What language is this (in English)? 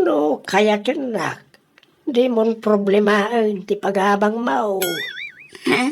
Iloko